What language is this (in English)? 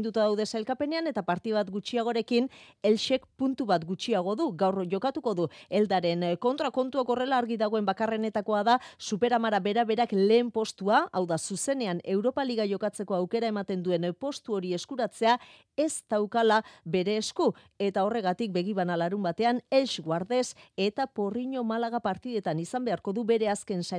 Basque